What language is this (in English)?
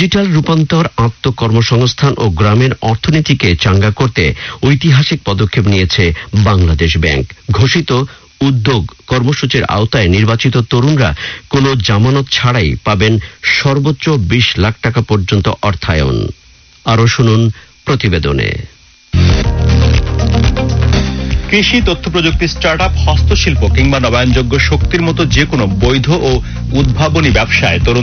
Bangla